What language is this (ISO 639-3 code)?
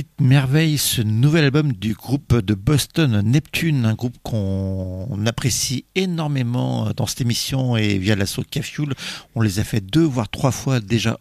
fra